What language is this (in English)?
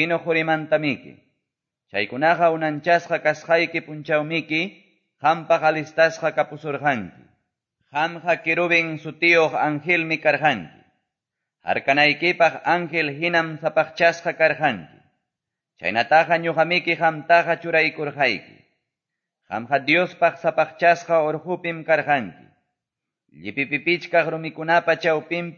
Quechua